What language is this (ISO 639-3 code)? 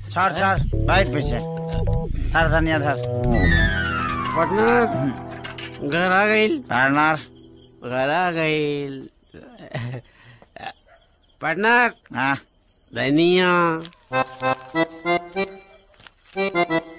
bho